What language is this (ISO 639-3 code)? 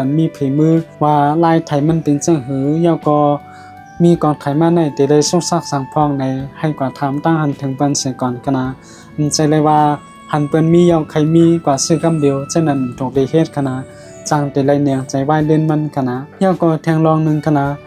shn